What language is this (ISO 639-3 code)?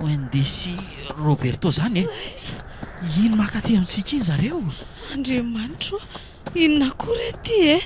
mlg